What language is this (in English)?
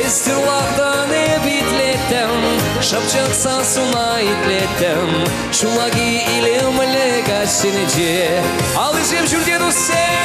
Chuvash